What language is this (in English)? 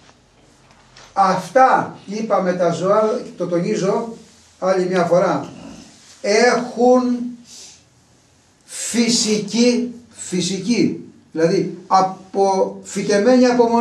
Greek